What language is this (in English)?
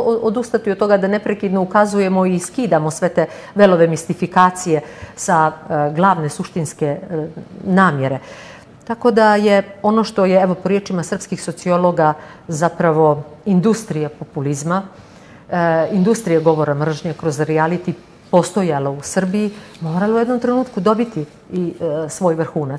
Serbian